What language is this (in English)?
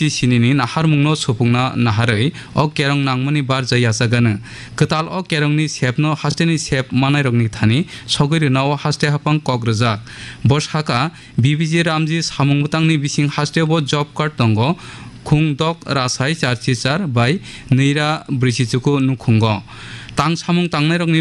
Kok Borok